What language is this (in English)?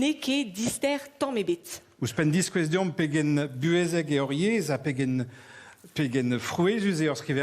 Breton